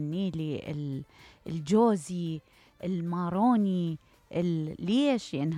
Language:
Mesopotamian Arabic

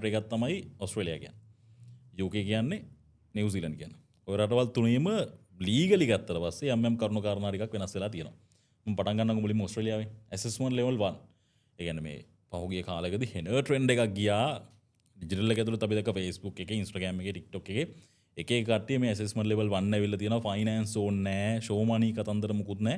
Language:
Sinhala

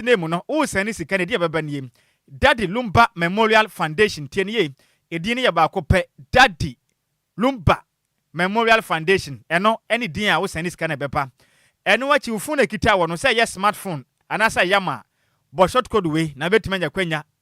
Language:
Akan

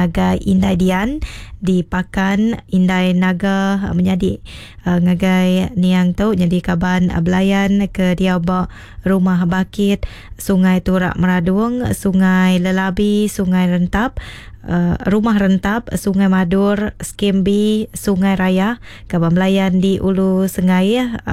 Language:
Iban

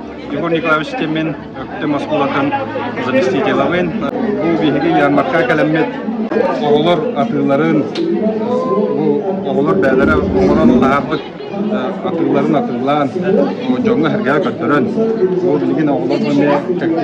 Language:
Yakut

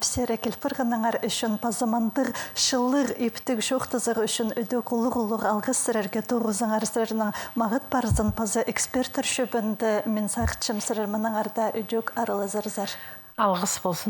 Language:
Khakas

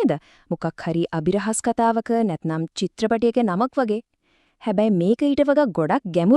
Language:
Sinhala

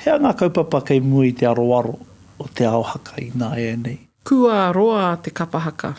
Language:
Māori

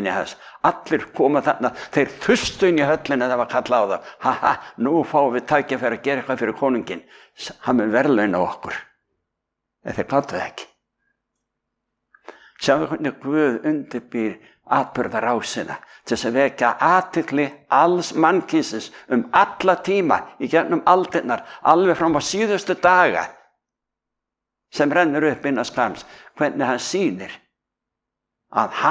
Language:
Icelandic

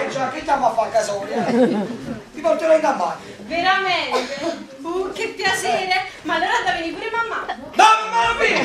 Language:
Neapolitan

